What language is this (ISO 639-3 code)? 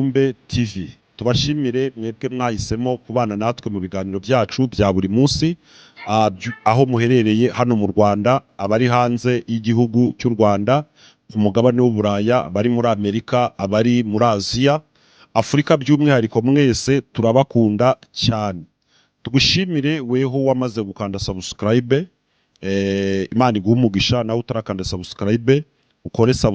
kin